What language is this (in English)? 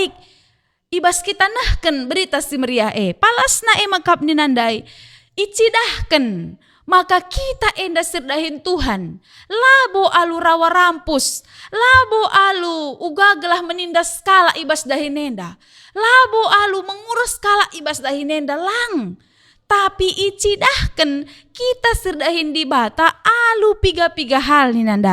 Batak Karo